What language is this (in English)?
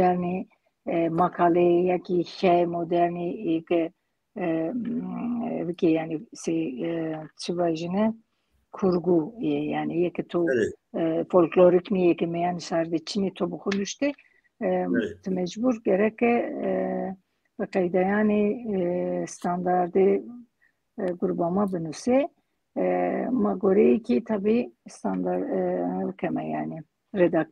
Zaza